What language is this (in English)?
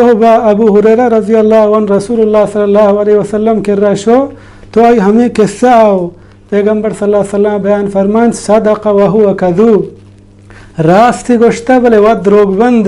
Baluchi